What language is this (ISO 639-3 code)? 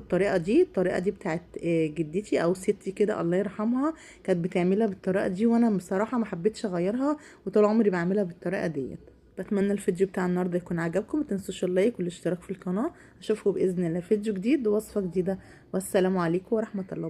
arz